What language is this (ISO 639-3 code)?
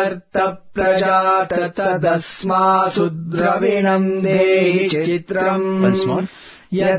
san